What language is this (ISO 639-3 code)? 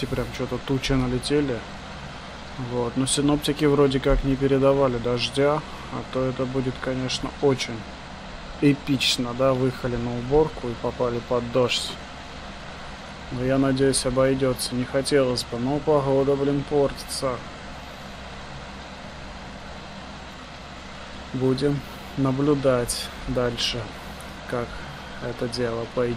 rus